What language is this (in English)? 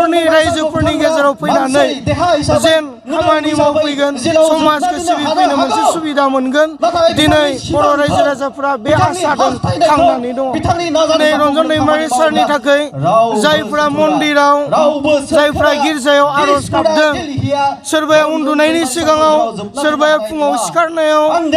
Bodo